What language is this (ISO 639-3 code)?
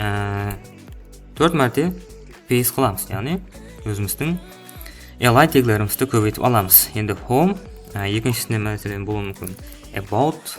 kaa